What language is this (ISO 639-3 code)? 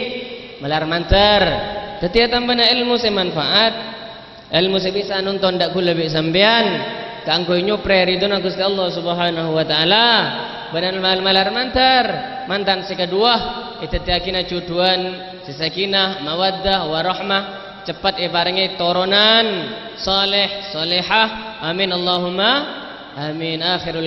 mad